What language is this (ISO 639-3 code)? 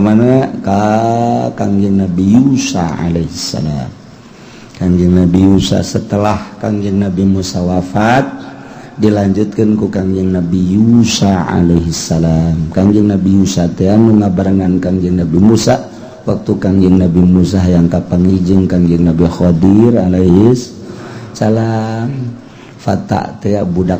sun